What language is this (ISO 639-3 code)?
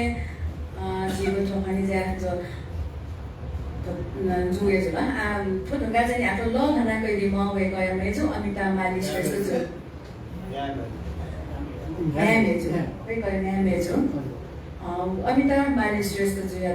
new